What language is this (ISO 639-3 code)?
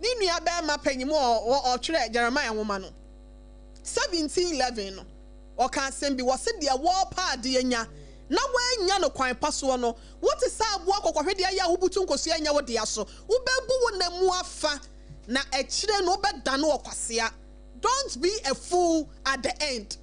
aka